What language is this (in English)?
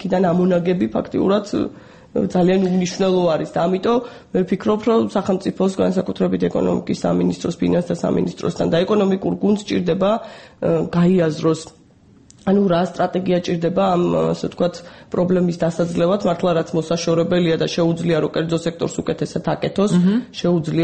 Georgian